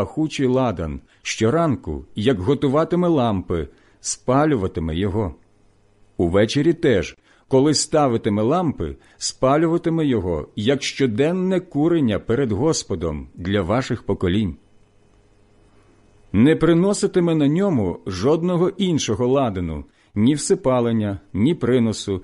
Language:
Ukrainian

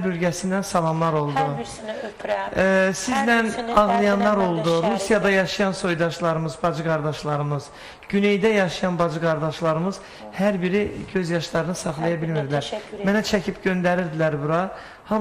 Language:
Azerbaijani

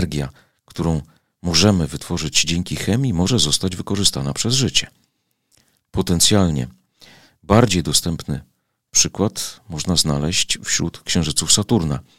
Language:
Polish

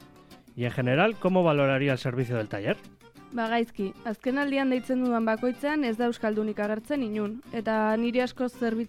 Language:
Basque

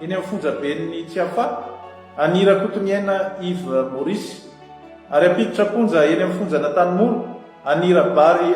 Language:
Malagasy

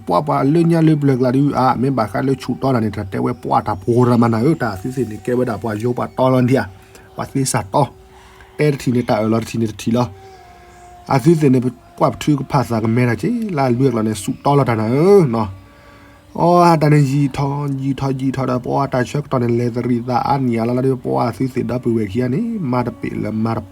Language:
S'gaw Karen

